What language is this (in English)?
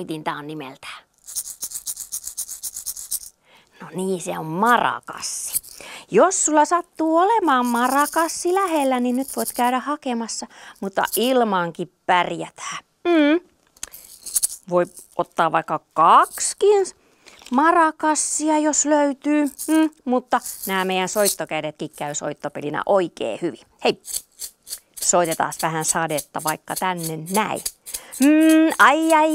Finnish